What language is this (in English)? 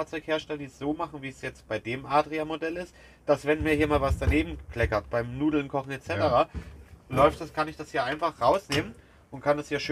German